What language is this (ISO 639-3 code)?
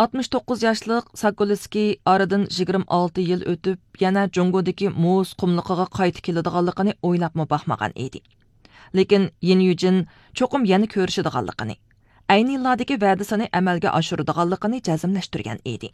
uig